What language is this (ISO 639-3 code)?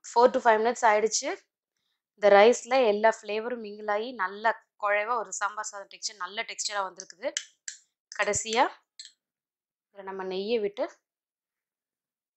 tam